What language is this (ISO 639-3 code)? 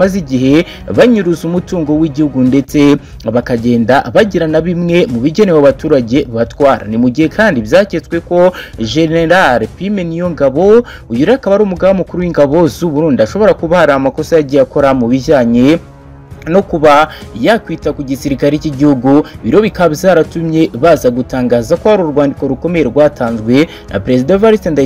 kin